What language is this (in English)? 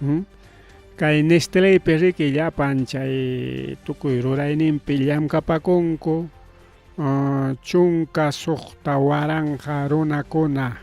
Ayacucho Quechua